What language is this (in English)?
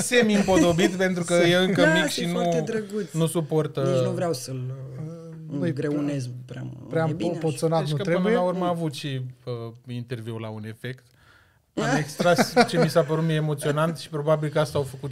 Romanian